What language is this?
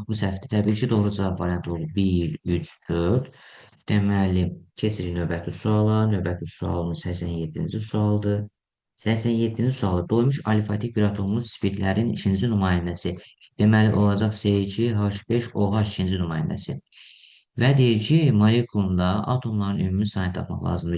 Azerbaijani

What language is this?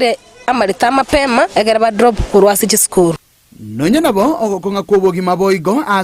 Gusii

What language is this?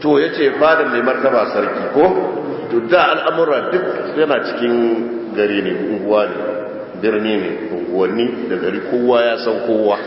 Hausa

